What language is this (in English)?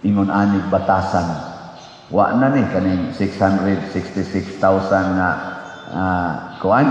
Cebuano